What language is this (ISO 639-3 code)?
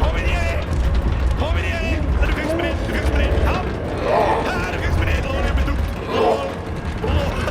bar